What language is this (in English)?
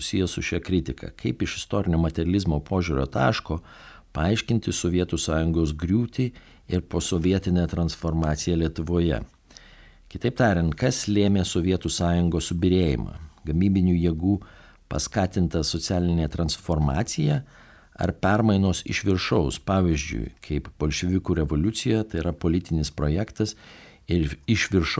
Lithuanian